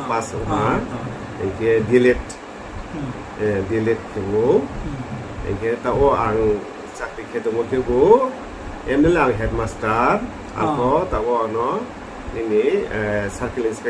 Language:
Riang (India)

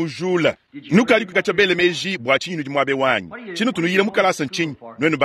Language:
Luba-Lulua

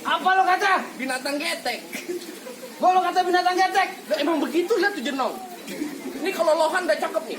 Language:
Betawi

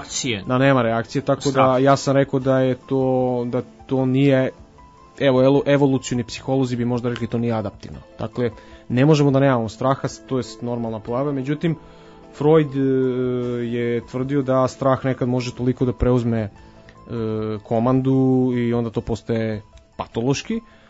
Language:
Serbian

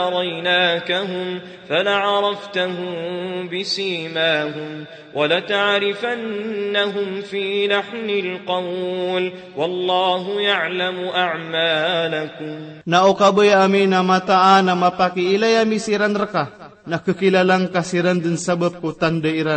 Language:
Maranao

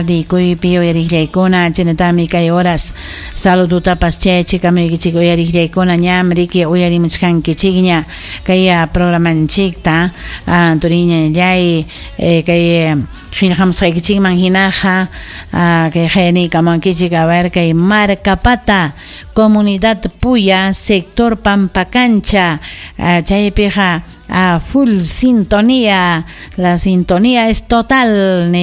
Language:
Ayacucho Quechua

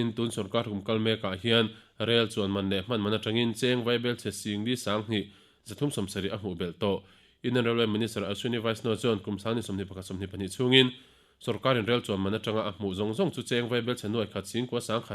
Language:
Mizo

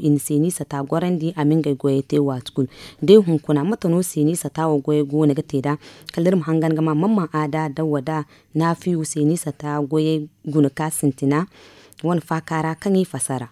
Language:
Zarma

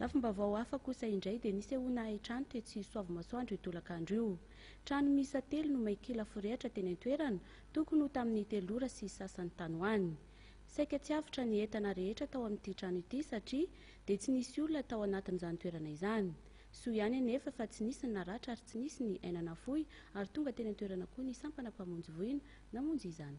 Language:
Malagasy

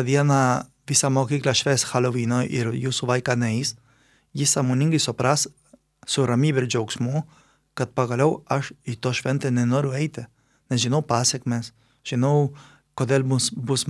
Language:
Lithuanian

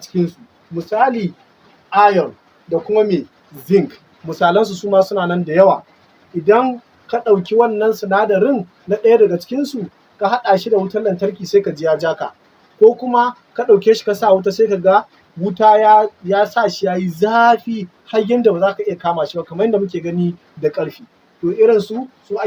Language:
Hausa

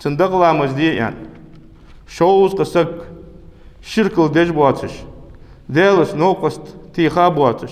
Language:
Ingush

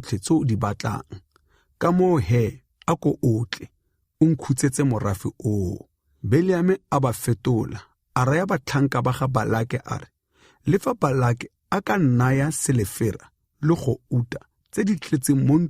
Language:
Tswana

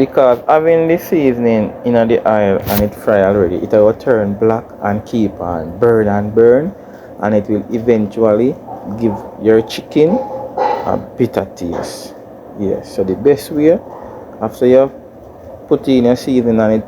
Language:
Jamaican Creole English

